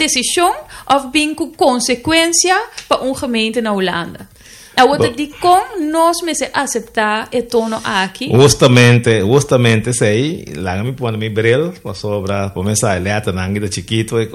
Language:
Papiamento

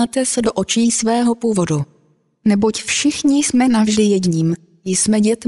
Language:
Czech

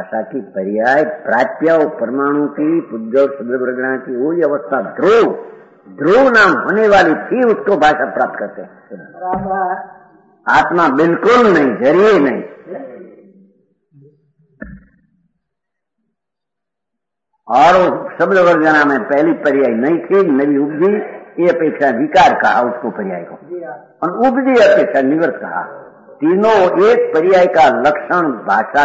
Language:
Hindi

